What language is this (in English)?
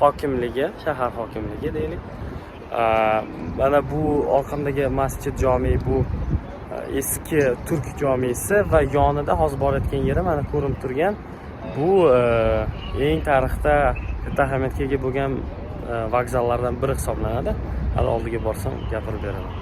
Uzbek